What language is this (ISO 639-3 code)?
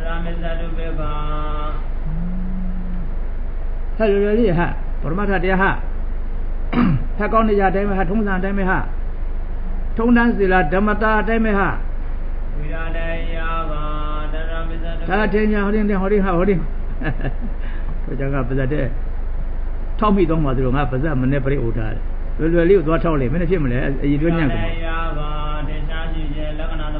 mya